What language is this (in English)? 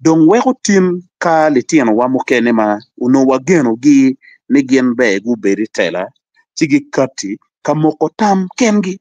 Acoli